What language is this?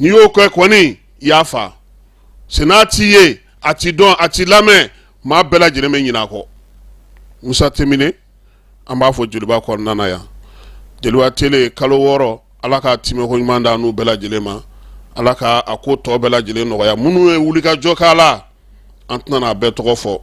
Bambara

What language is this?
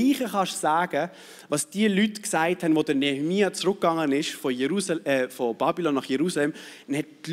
Swiss German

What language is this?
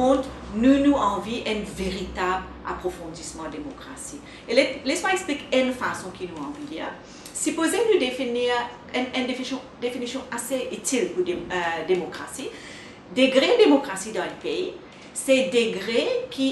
Morisyen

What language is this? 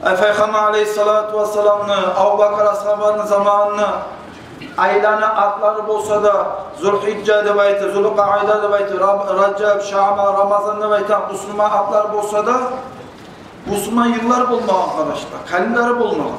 Kumyk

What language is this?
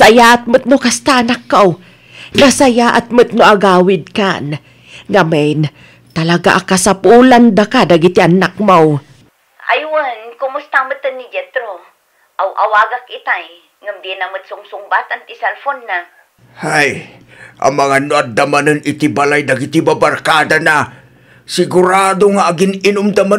Iloko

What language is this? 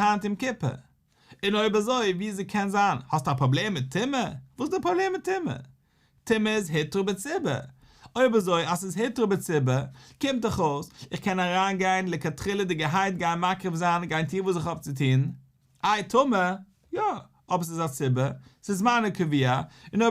Yiddish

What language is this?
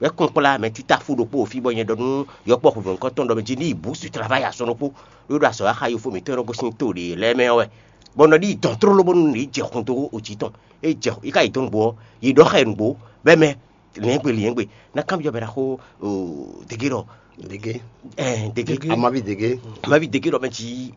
Fon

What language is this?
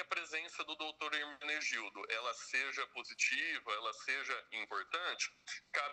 Portuguese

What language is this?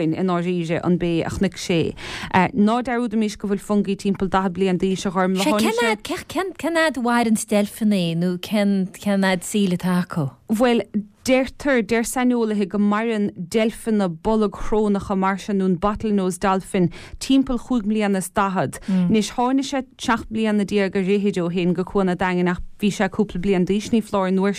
Irish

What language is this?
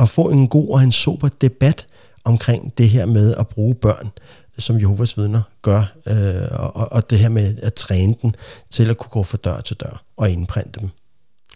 Danish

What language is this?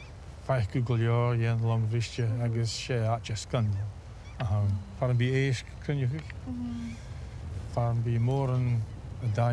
Scottish Gaelic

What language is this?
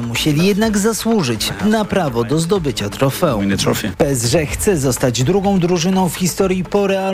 Polish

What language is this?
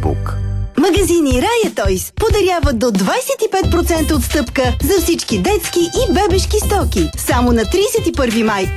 Bulgarian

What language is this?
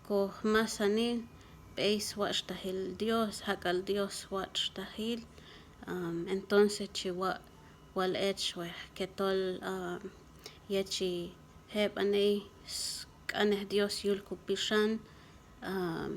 Q'anjob'al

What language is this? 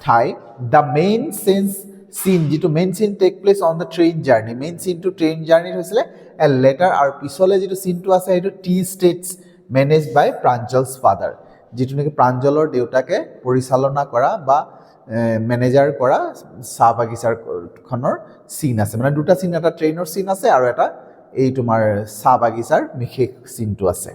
Assamese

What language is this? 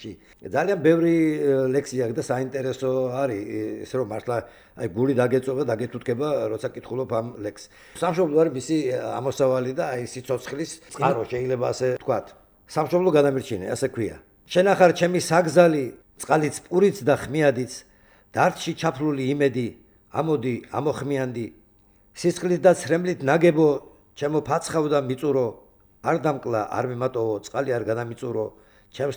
Georgian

